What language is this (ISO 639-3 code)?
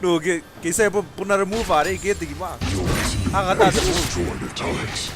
gil